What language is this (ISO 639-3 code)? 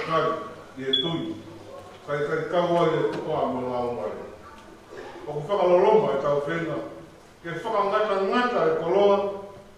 ton